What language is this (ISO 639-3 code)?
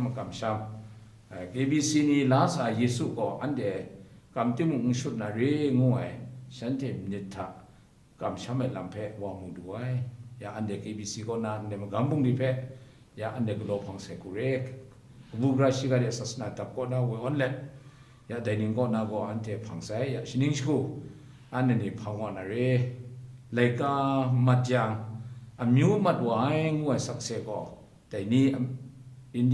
kac